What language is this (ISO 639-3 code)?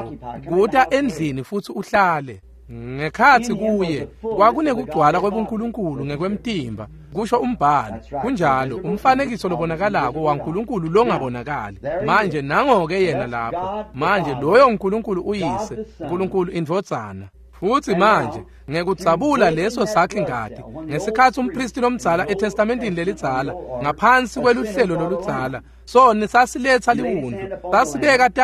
ssw